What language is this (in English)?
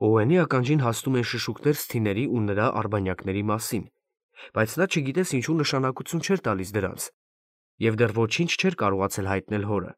Armenian